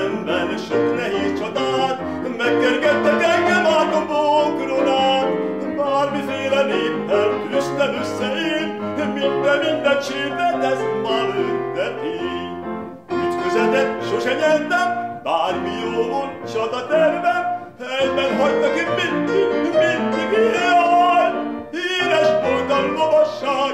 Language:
Hungarian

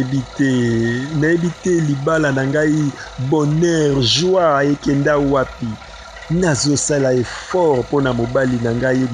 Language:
Lingala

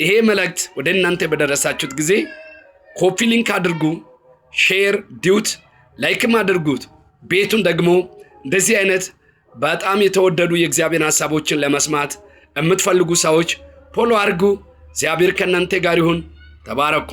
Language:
Amharic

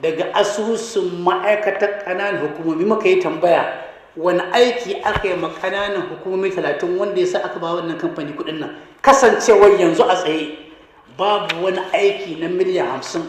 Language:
Hausa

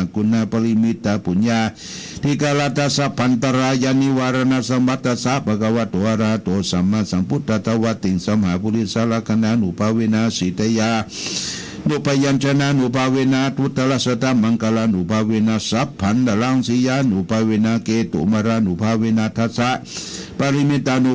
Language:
Pali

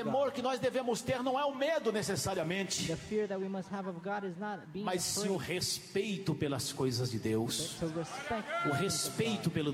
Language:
Portuguese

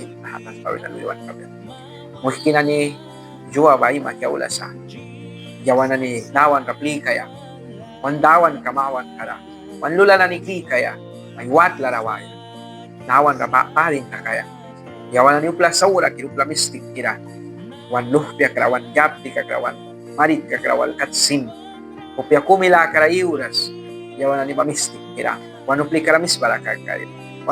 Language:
Mískito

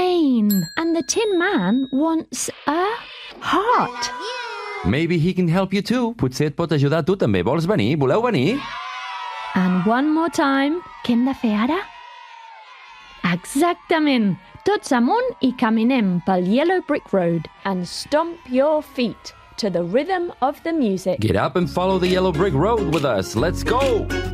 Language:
Catalan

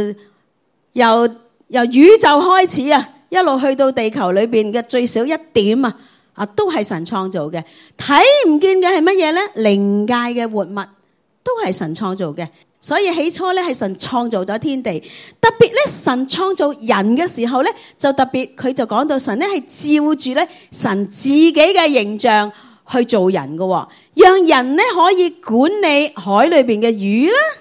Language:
Cantonese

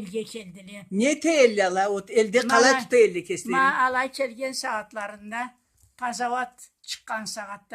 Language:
Karachay-Balkar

